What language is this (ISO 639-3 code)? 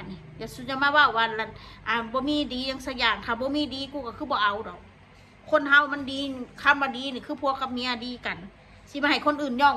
tts